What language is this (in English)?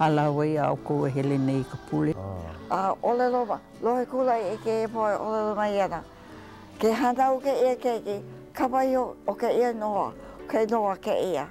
Hawaiian